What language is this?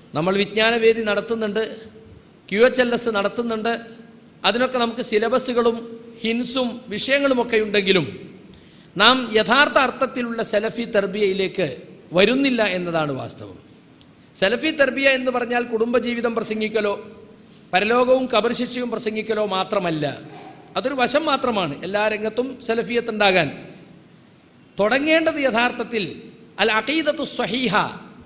Malayalam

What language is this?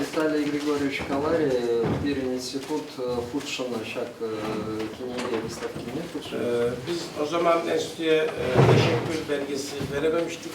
Chuvash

